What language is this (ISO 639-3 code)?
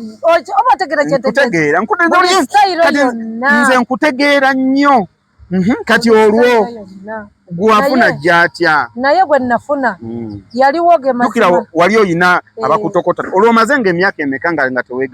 lug